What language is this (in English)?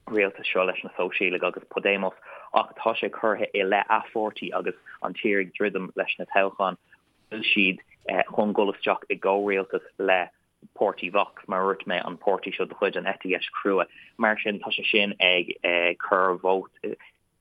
Irish